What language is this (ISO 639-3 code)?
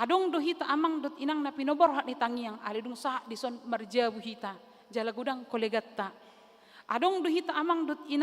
bbc